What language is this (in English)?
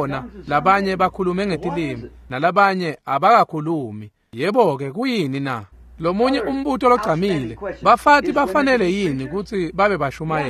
Swati